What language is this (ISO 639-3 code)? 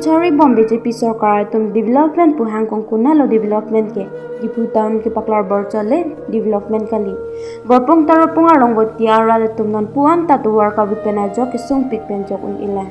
mjw